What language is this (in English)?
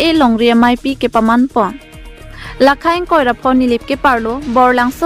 Karbi